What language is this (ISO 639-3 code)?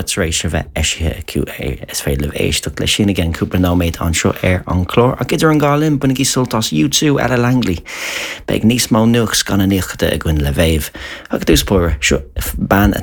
gle